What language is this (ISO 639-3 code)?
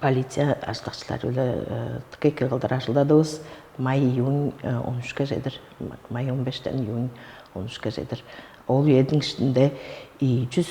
tyv